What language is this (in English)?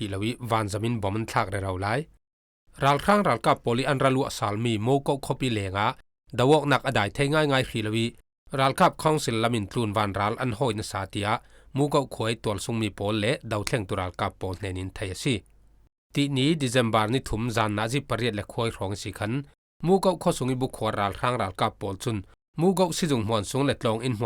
Falam Chin